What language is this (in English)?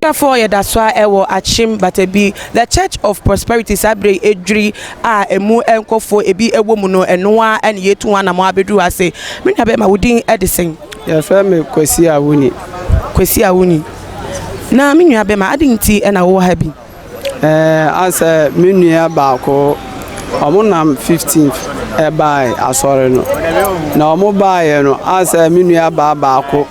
Akan